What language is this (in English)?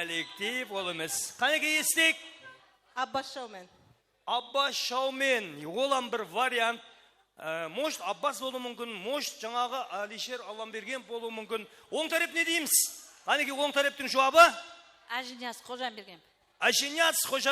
Kara-Kalpak